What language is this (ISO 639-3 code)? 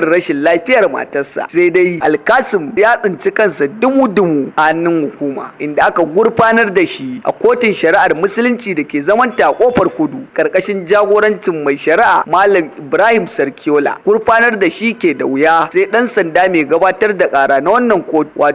hau